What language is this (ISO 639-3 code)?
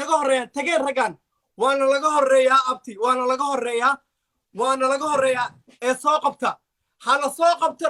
som